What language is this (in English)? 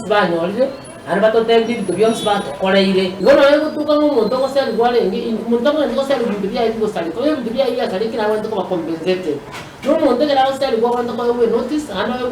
Gusii